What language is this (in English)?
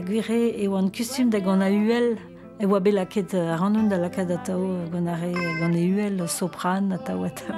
Breton